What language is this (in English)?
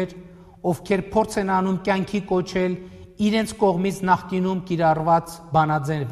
Armenian